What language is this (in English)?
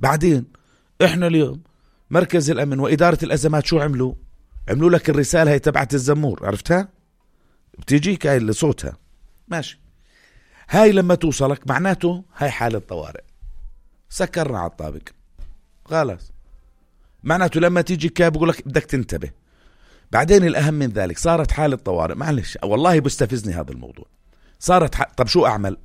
North Levantine Arabic